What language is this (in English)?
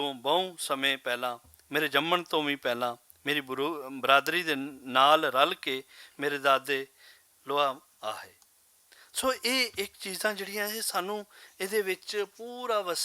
Western Panjabi